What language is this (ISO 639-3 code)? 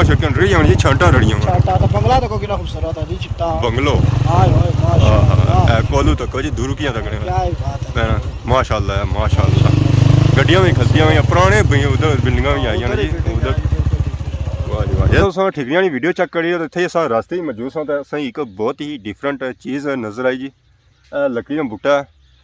phr